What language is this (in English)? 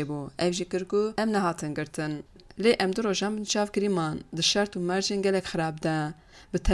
Kurdish